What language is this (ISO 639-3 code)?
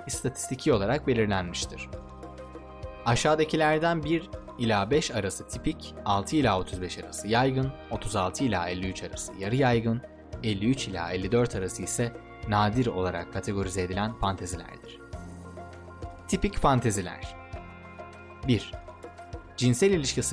tur